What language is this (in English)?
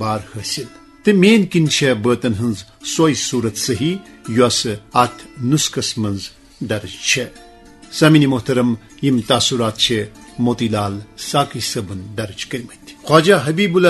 Kashmiri